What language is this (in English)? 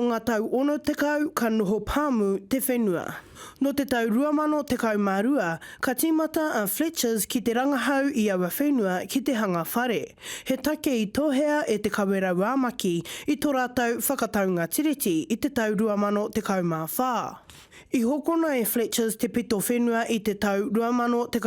Māori